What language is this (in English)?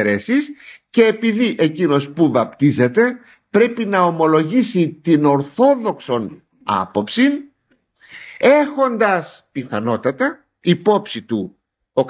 Greek